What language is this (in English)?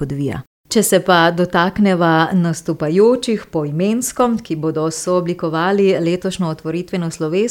Slovenian